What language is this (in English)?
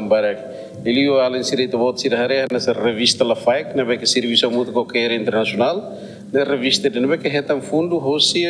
Tetum